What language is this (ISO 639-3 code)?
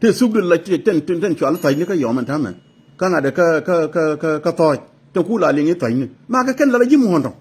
nus